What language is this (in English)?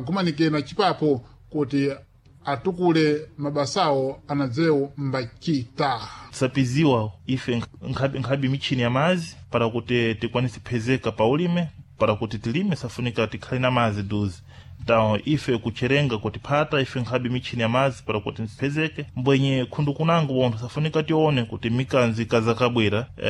Sena